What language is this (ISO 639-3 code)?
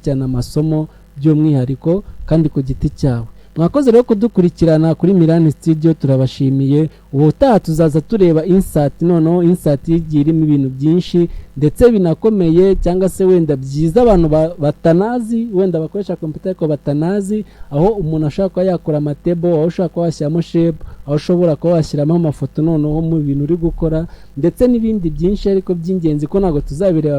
kin